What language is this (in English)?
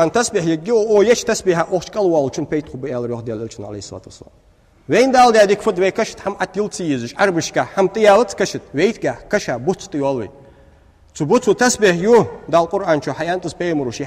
Ingush